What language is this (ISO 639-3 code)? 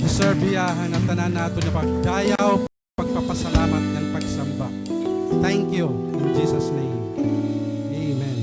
war